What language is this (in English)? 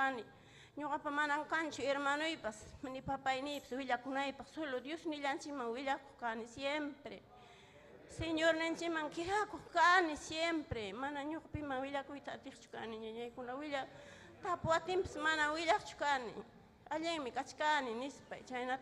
Ayacucho Quechua